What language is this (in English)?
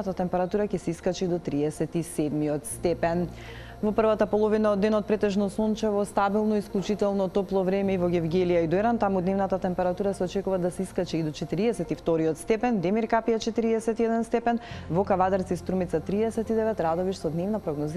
Macedonian